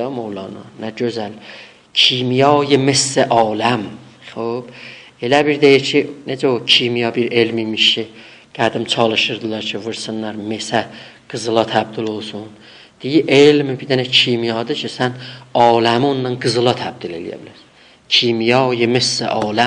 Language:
South Azerbaijani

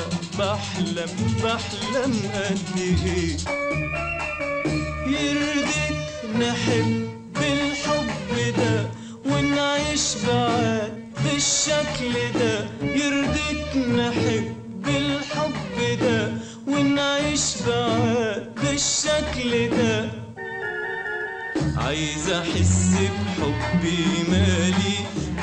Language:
Egyptian Arabic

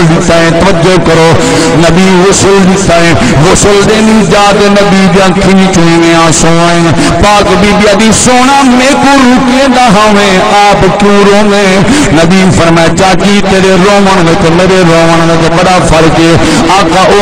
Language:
Saraiki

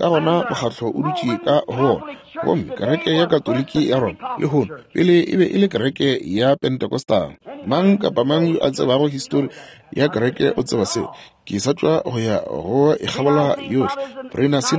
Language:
Northern Sotho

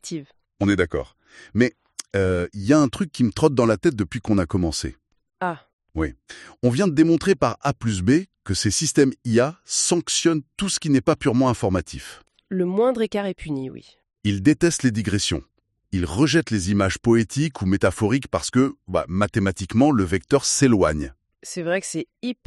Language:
French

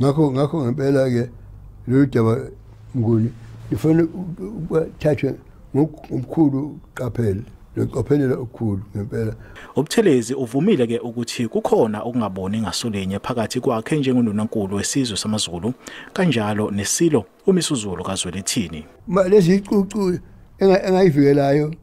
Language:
Zulu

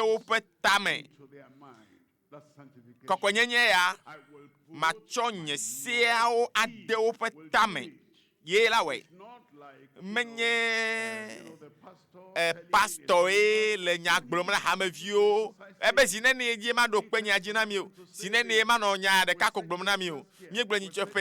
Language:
Ewe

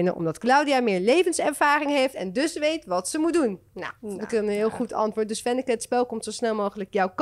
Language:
Dutch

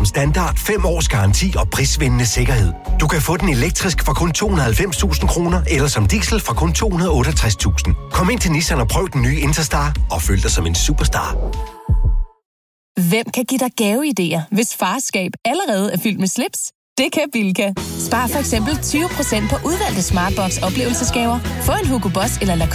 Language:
Danish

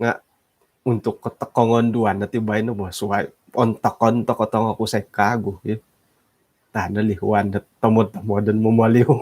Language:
Central Dusun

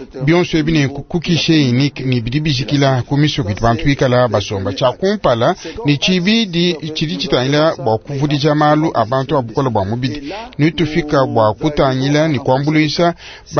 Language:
Luba-Lulua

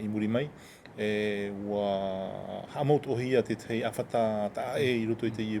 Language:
Tahitian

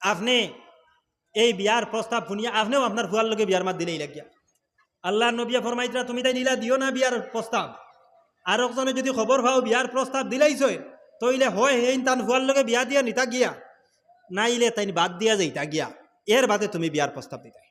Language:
Sylheti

